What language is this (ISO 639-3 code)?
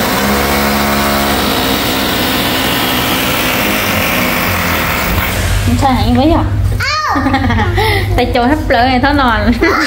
vie